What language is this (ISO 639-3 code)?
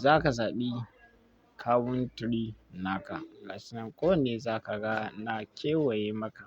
hau